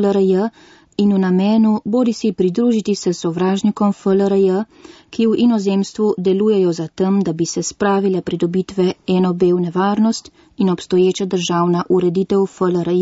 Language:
Slovenian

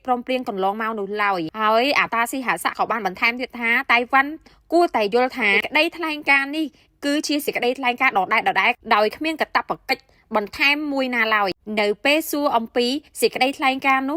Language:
Khmer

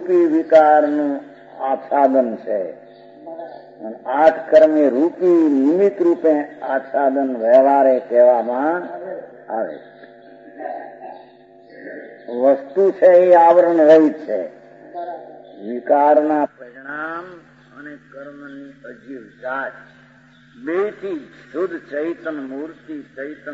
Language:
Gujarati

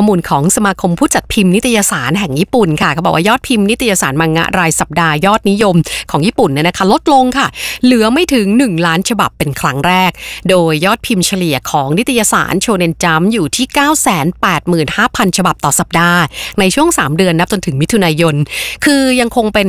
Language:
Thai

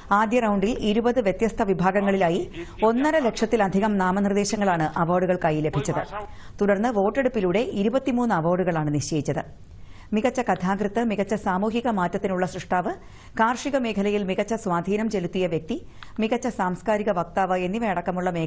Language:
Malayalam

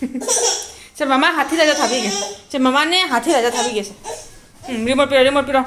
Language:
Manipuri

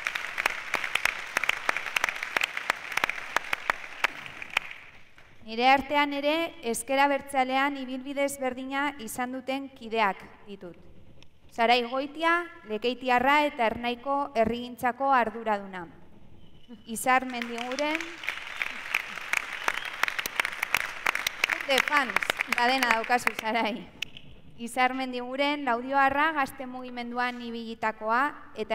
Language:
Basque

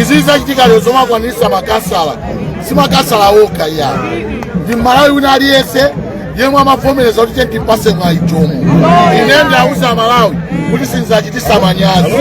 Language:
Nyanja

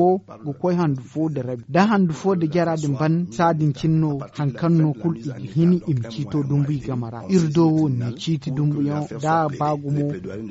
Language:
Zarma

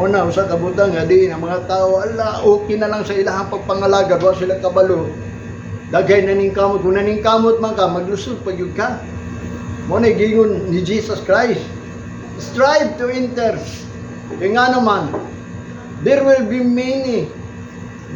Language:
Cebuano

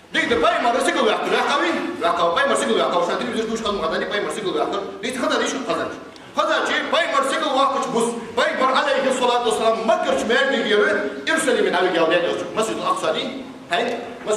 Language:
Ingush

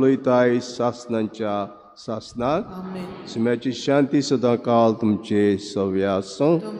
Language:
Konkani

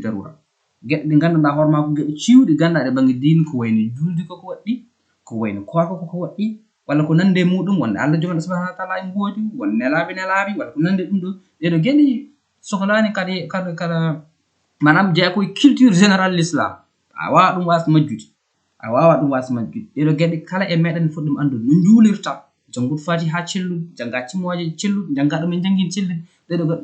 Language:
Fula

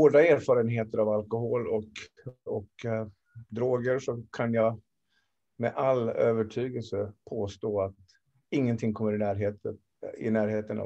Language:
Swedish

